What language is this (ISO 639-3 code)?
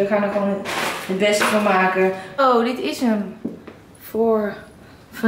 nld